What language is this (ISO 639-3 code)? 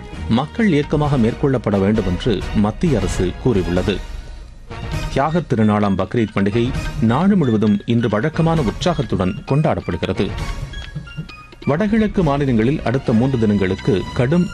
tam